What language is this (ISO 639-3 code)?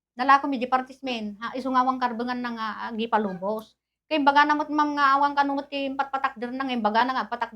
ilo